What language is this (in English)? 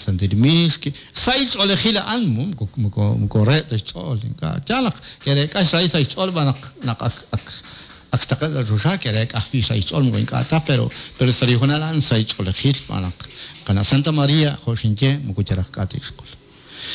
Kekchí